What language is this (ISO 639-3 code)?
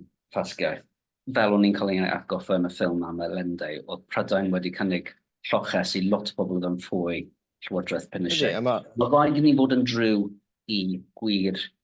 cym